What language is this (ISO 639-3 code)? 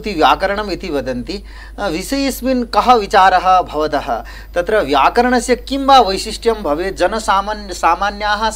san